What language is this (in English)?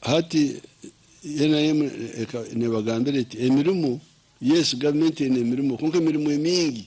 Nyankole